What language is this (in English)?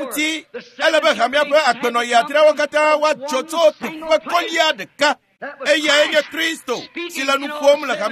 Ewe